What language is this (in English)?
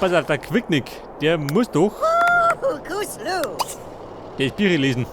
Bavarian